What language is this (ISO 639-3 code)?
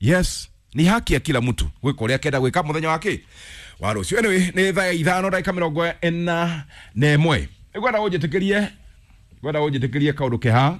kik